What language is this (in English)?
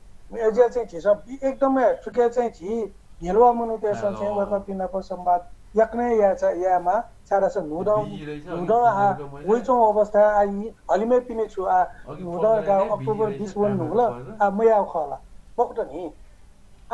Newari